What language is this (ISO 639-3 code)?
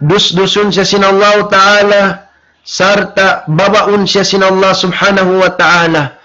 tsg